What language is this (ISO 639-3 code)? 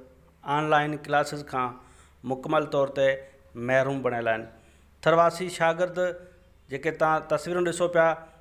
snd